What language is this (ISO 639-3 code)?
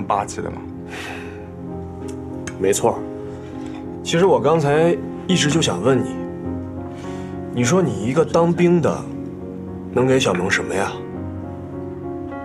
zho